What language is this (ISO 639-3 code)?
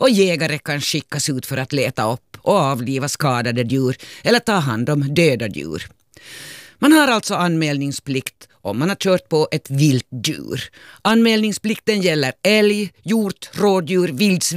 swe